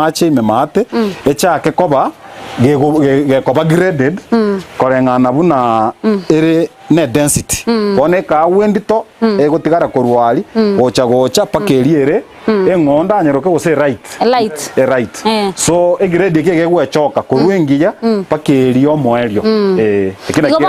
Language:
Gusii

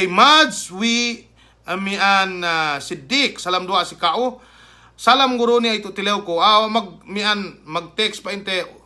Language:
Yakan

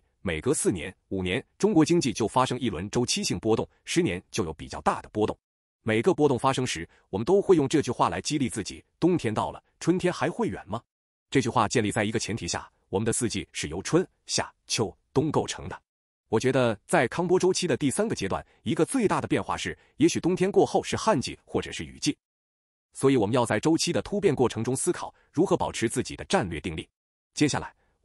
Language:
Chinese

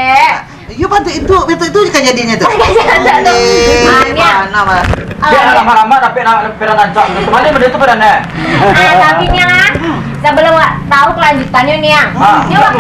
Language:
Minangkabau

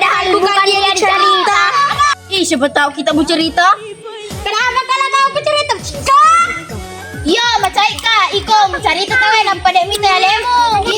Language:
Buginese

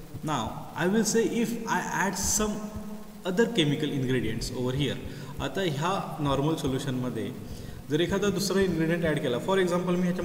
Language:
Marathi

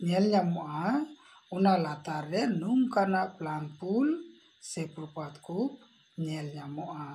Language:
Santali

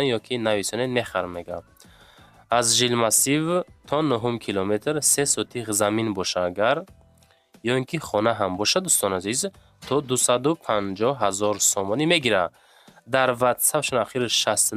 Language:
Tajik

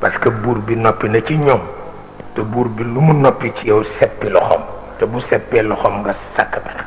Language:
Wolof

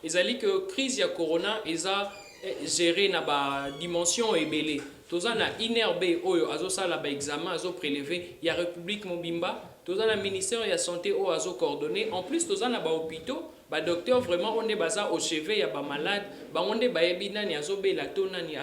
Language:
Lingala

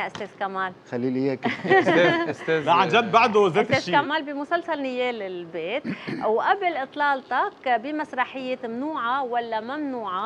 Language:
North Levantine Arabic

